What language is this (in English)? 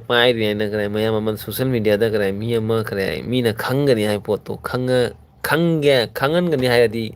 Manipuri